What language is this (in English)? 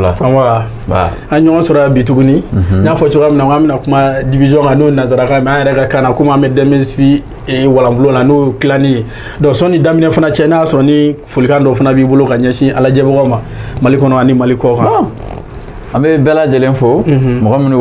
Bambara